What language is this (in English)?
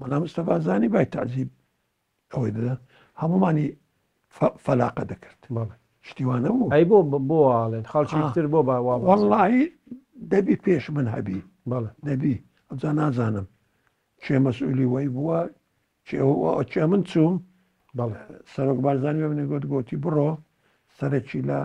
Central Kurdish